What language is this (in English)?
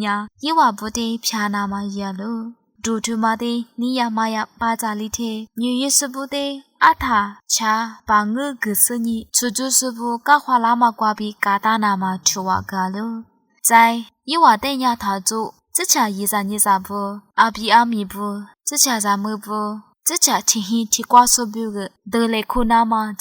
Lisu